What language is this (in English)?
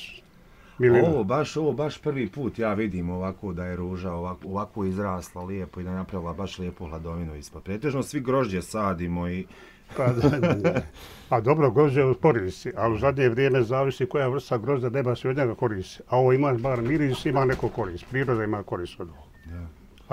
Bosnian